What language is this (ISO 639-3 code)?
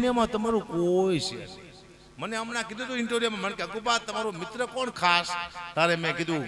guj